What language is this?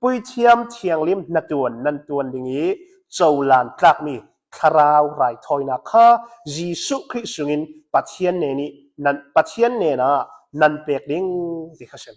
Hakha Chin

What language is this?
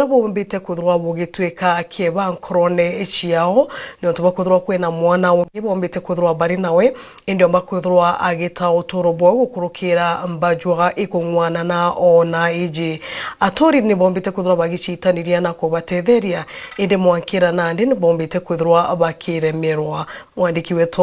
Meru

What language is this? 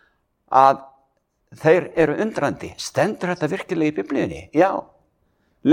Icelandic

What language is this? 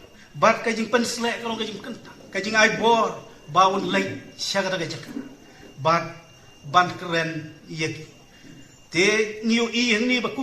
Khasi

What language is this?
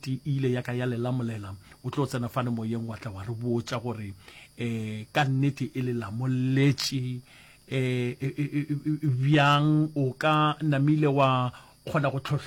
Northern Sotho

